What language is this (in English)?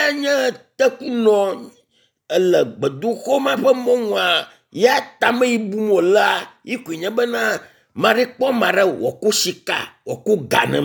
Ewe